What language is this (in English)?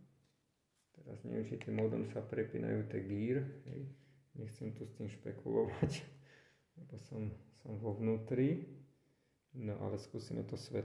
Slovak